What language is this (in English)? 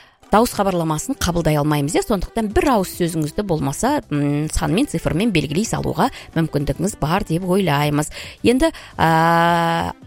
Kazakh